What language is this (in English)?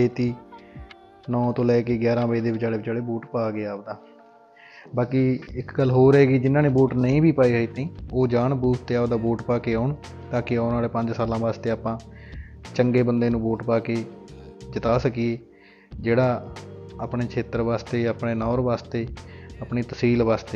Punjabi